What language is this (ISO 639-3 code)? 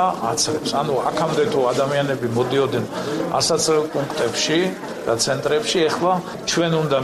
kat